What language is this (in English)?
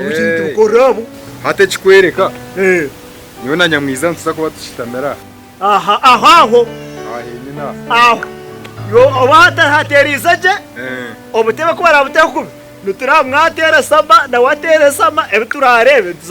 Nyankole